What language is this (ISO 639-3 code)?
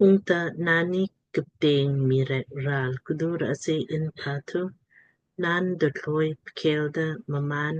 lmk